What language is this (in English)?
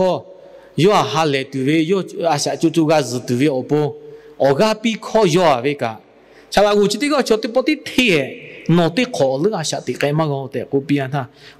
Lahu